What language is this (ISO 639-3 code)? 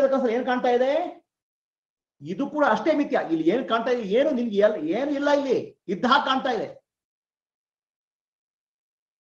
kan